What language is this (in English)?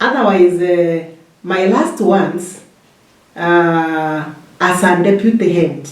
Meru